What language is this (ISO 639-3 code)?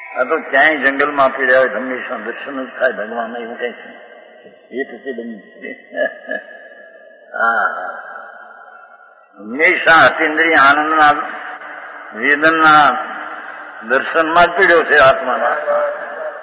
guj